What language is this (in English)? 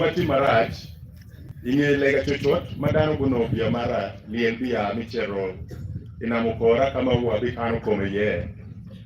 Acoli